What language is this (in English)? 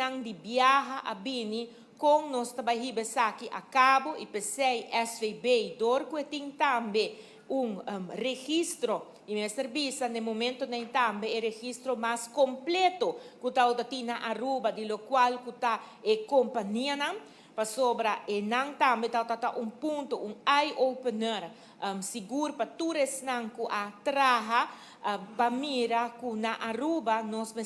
Papiamento